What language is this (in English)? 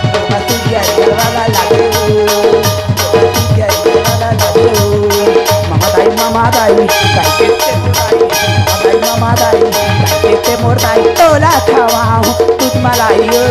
Chhattisgarhi